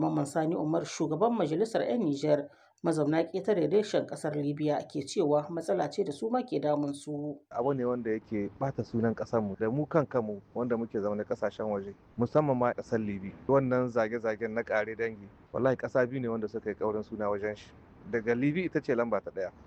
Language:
Hausa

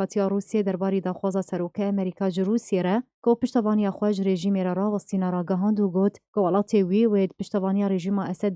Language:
Kurdish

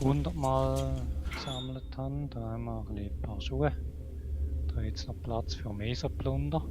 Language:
Swiss German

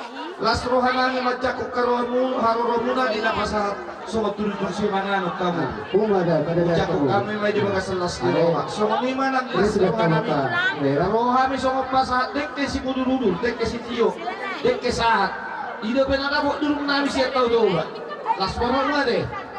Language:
Batak Toba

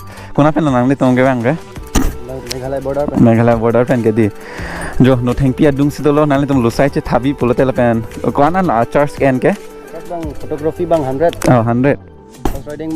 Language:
Karbi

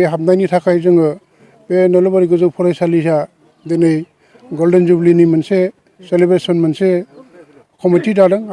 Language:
Bodo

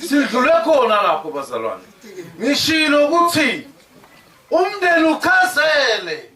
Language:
Zulu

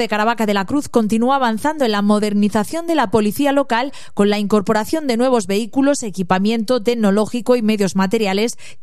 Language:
Spanish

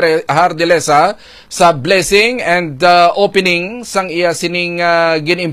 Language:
Hiligaynon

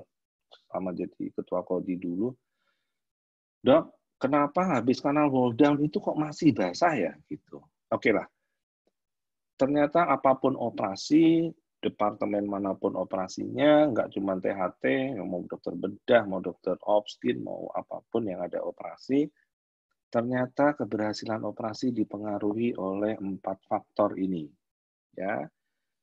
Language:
Indonesian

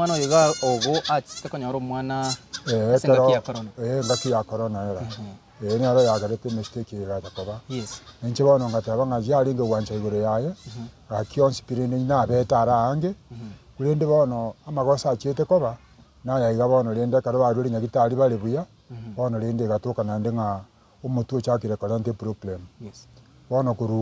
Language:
Gusii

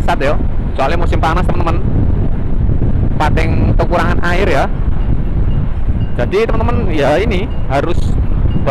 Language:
Indonesian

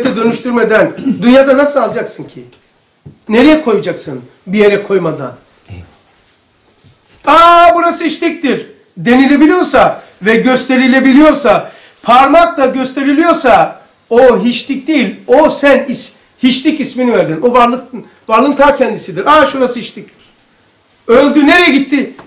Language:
Turkish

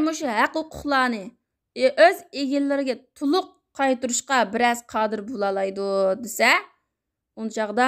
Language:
Uyghur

